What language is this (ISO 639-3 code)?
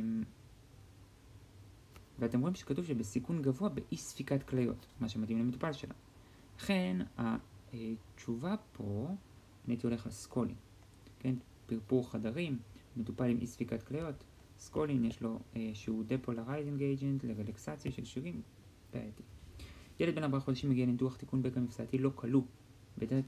heb